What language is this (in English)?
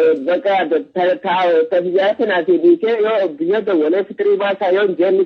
Oromo